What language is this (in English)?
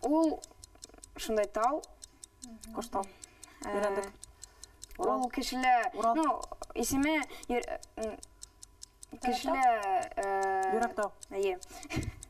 Bashkir